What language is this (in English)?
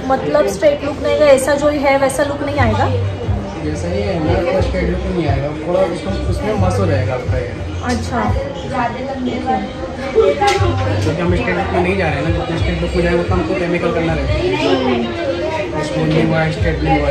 Marathi